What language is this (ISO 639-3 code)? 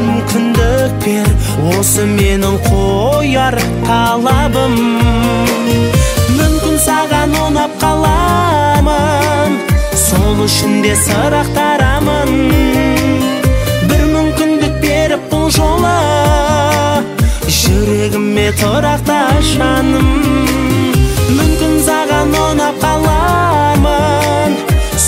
kaz